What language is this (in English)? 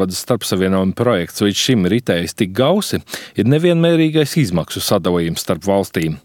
Latvian